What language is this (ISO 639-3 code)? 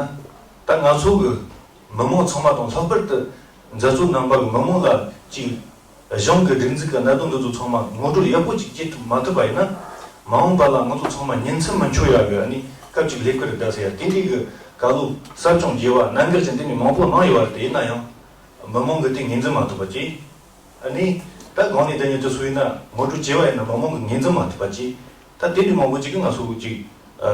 bod